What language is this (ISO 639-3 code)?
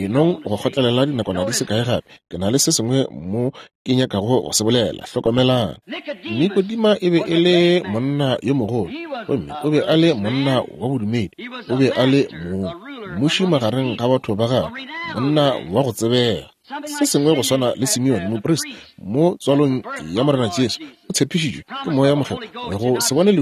nso